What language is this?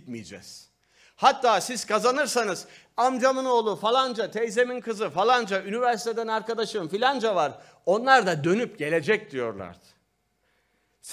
Turkish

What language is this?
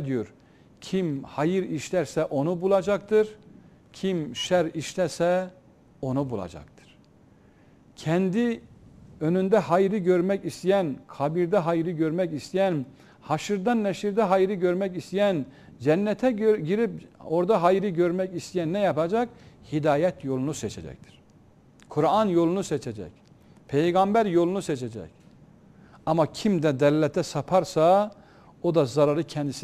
Turkish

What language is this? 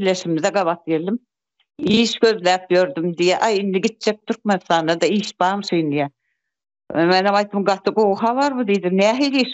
Turkmen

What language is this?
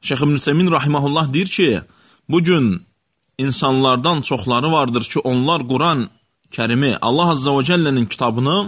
Azerbaijani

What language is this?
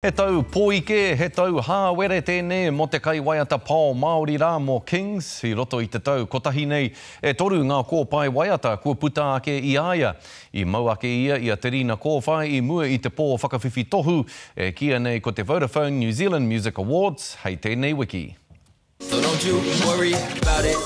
Māori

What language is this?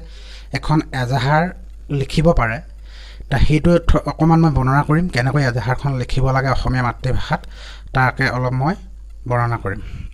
Assamese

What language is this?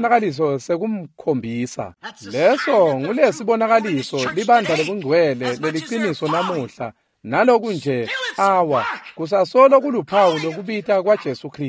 Swati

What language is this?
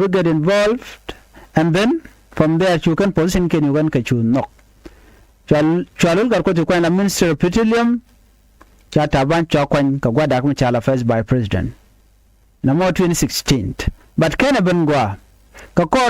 Nuer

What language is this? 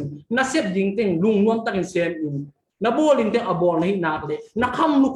Tedim Chin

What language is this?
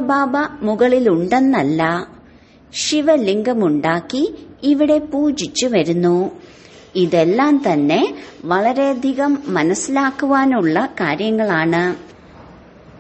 Malayalam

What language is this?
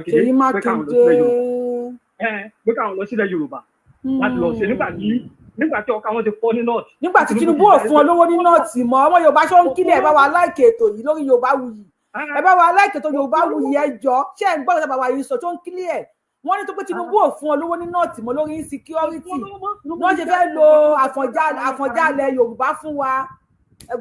Yoruba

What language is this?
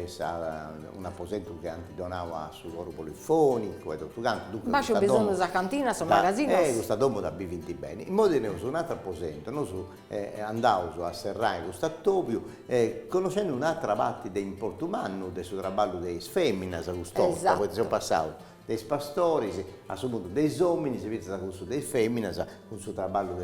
Sardinian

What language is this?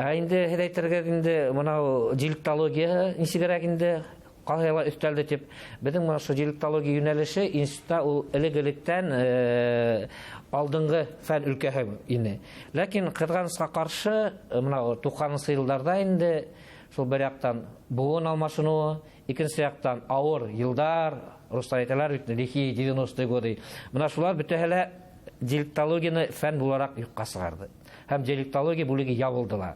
Bashkir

